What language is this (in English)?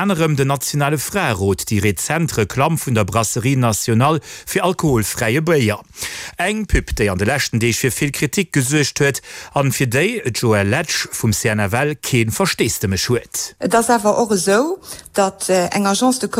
Luxembourgish